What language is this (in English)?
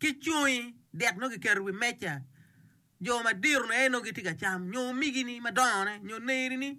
Acoli